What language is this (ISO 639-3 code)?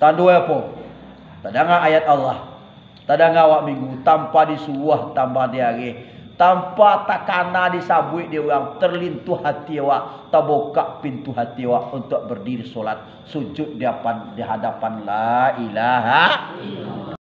min